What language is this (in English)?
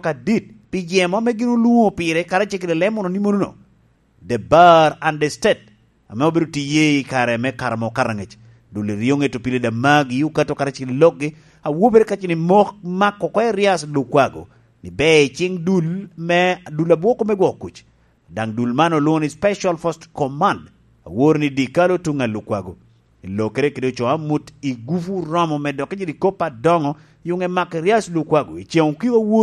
Lango (Uganda)